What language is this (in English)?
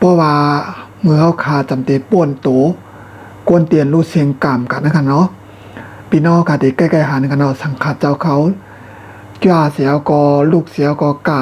Shan